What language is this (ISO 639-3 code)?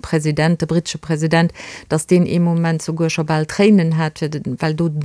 ltz